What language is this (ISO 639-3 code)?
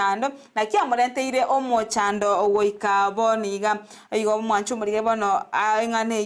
guz